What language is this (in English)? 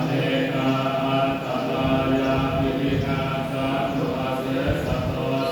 Pali